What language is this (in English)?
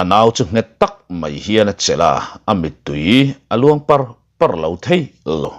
Mizo